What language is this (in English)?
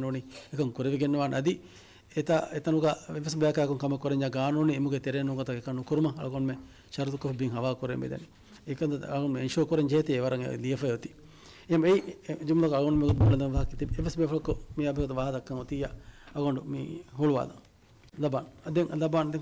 Divehi